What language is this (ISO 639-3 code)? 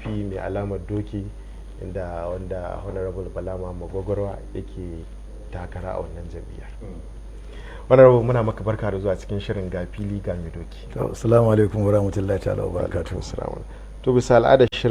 hau